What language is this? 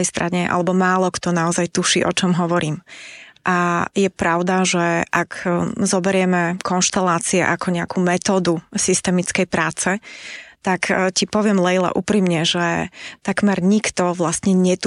Slovak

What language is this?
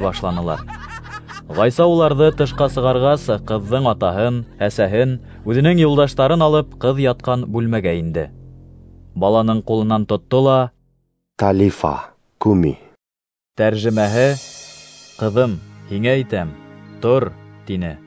Bashkir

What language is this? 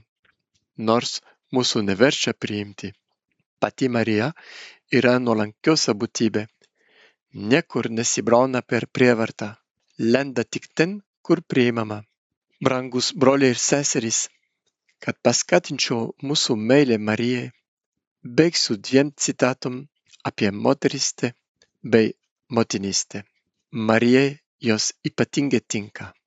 Lithuanian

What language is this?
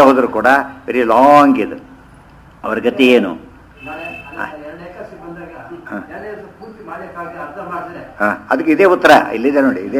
Kannada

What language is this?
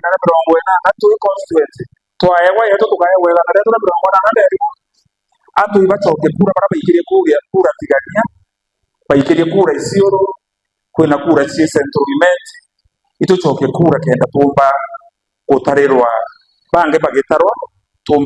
Meru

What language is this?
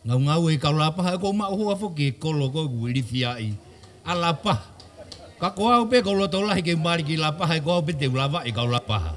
Tongan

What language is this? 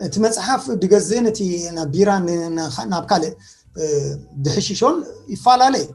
Tigrinya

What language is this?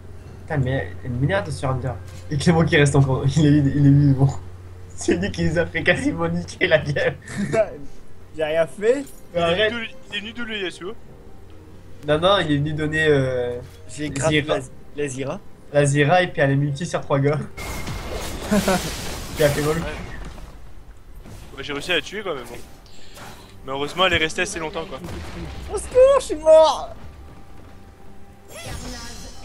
French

